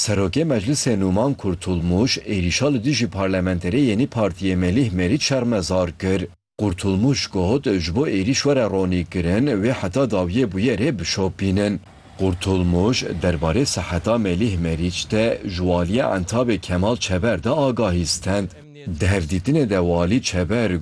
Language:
Kurdish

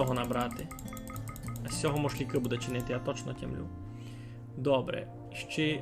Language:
Rusyn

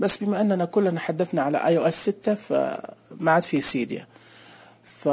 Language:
Najdi Arabic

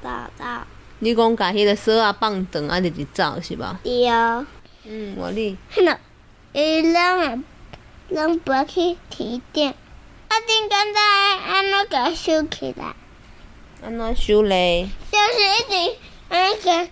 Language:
Min Nan Chinese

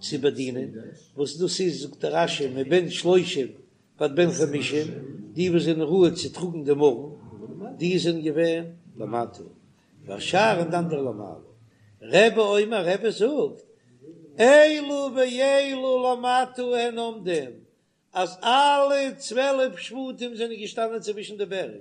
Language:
Yiddish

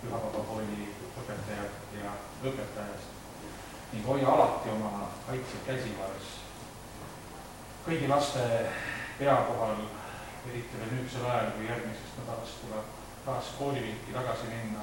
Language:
Estonian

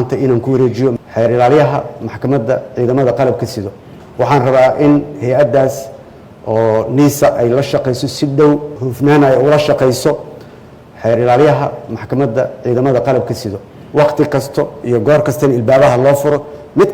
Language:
Somali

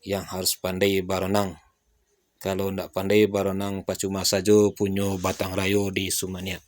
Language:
Minangkabau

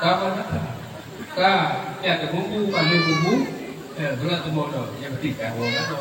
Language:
Achinese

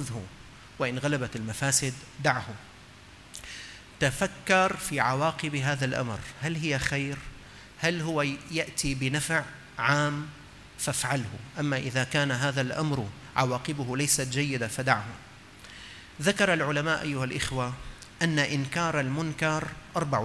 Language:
Arabic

